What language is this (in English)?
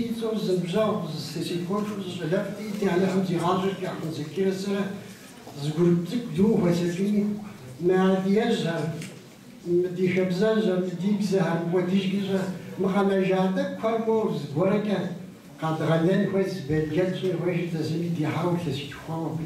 Kabardian